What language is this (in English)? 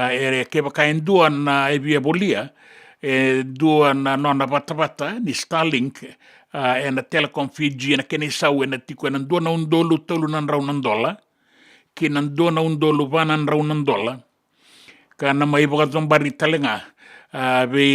Fijian